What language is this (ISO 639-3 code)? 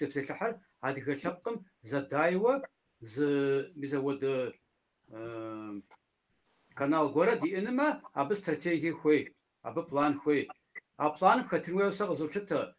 kbd